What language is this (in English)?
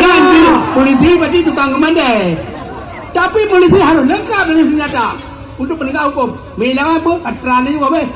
Achinese